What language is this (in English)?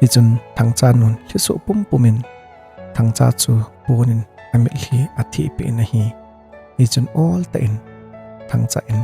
Thado Chin